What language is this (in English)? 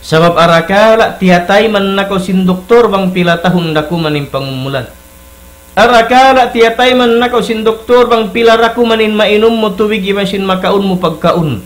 Tausug